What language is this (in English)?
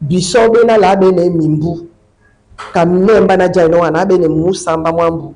Duala